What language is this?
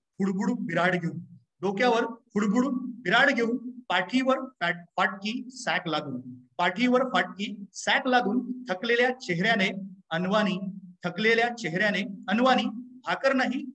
Marathi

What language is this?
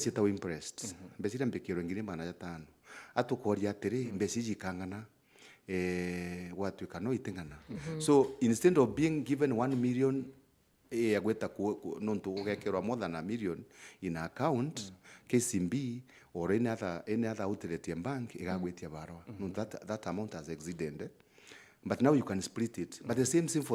Meru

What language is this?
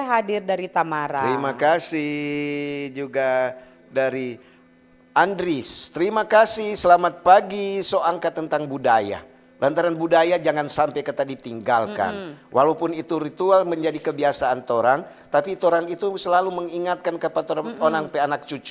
Manado Malay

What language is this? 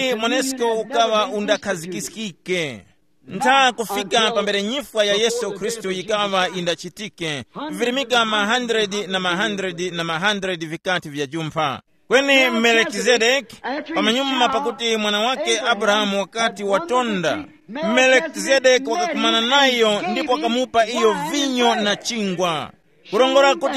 Tumbuka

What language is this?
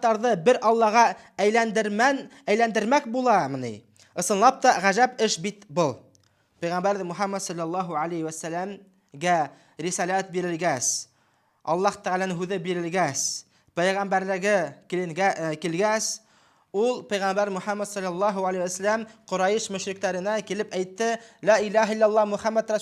Bashkir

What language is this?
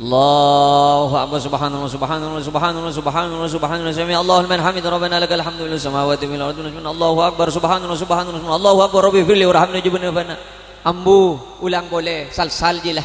Madurese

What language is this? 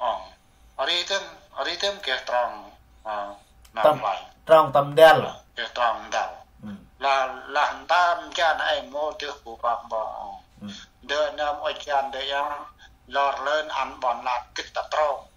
Central Mnong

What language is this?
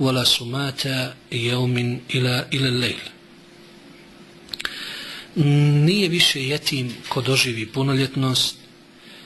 Bosnian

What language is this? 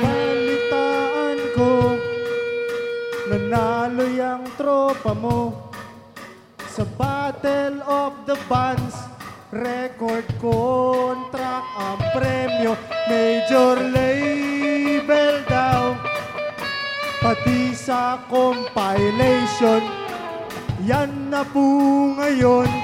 Filipino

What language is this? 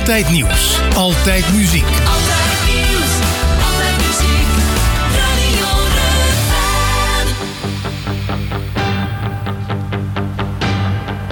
Dutch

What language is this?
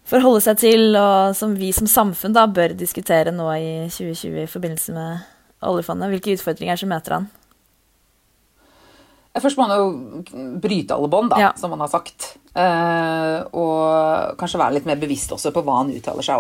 Norwegian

